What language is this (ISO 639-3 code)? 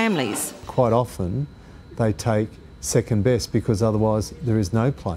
eng